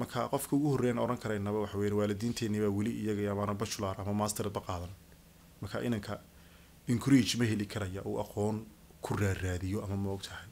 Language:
Somali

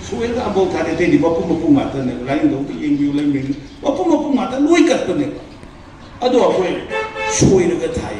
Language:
Manipuri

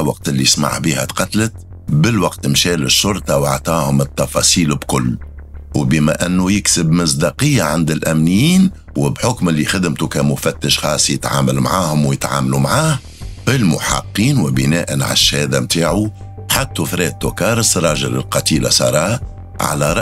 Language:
Tunisian Arabic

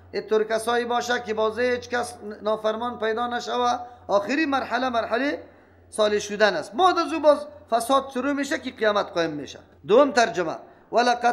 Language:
Persian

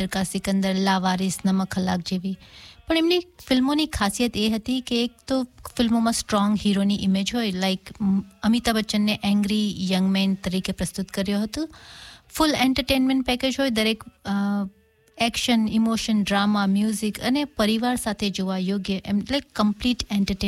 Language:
Gujarati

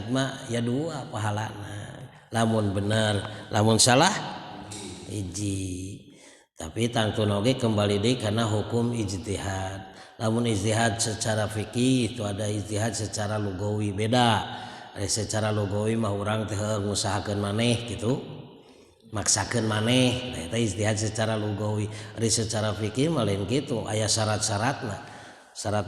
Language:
Sundanese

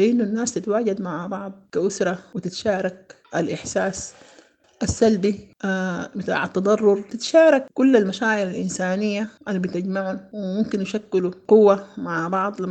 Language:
Sudanese Arabic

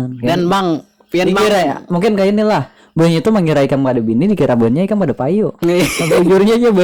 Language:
Banjar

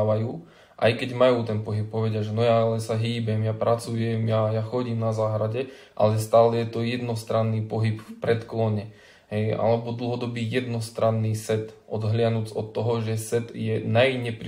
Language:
Slovak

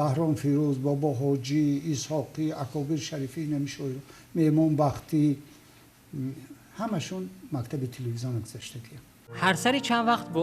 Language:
Tajik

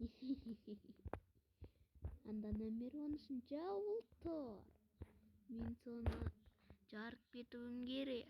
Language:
Kazakh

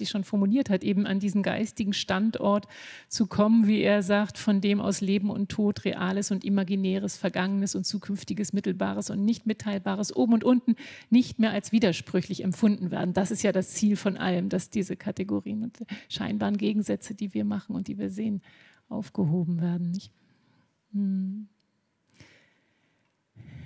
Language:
German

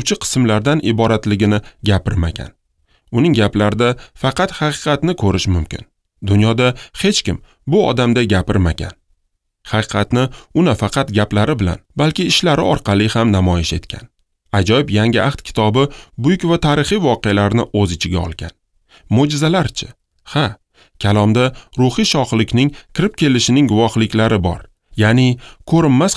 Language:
Uzbek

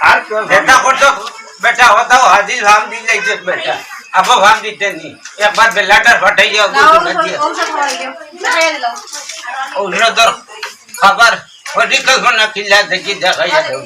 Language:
Sylheti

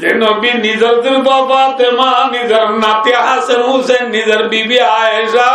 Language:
Rohingya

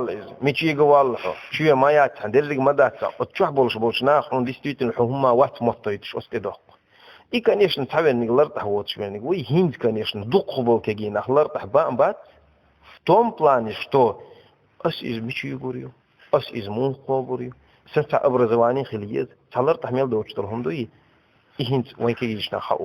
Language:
Chechen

